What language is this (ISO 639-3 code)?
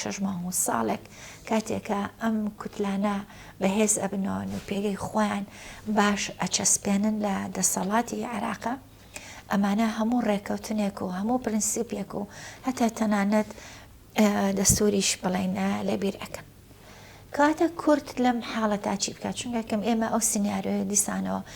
ckb